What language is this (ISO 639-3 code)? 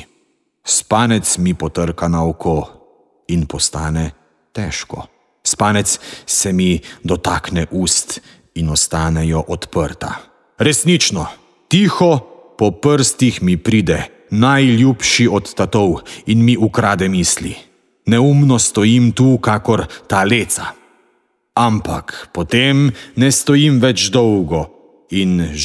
slv